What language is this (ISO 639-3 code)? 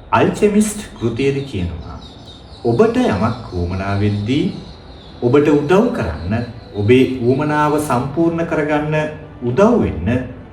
sin